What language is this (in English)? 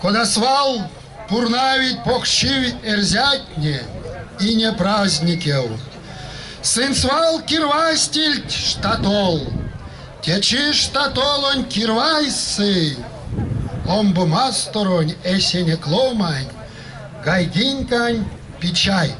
Erzya